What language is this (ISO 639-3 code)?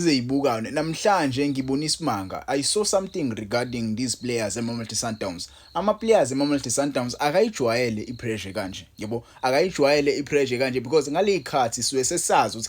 zul